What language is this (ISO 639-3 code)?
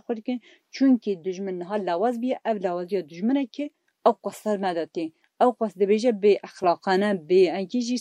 kur